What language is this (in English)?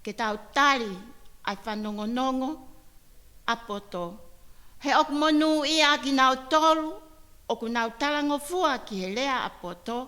Tongan